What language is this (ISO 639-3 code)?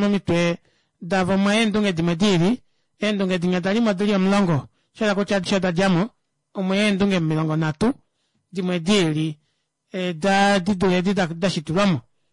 kua